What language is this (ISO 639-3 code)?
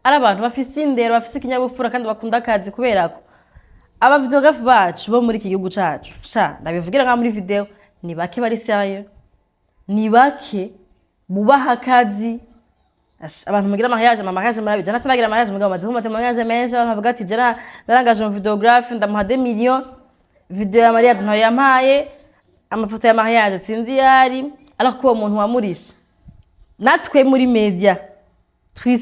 run